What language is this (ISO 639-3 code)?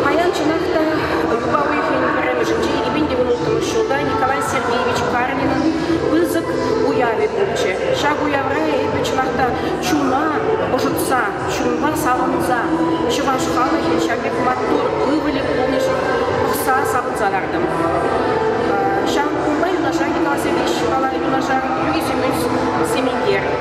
chv